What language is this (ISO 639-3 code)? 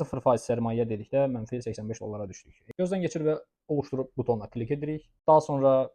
aze